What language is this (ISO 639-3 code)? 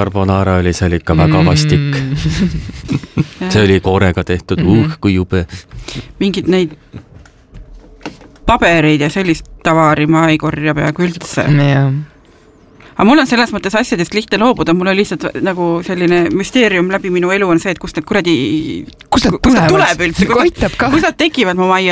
est